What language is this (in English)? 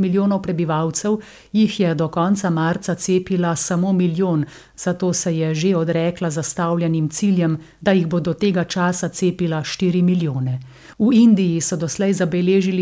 Slovenian